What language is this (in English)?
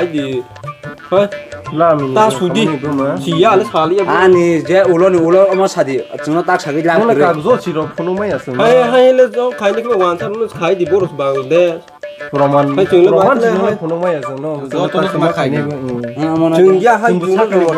Kok Borok